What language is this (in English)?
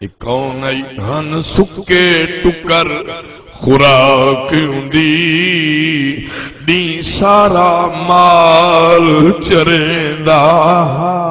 Saraiki